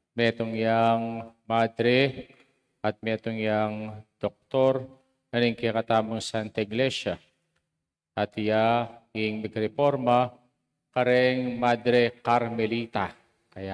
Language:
Pampanga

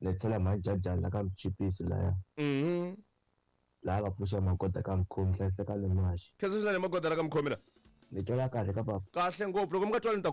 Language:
Tsonga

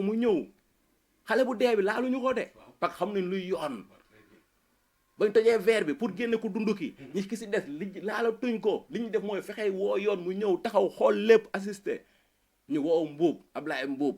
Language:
Wolof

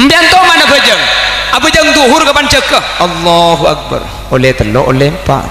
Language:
Madurese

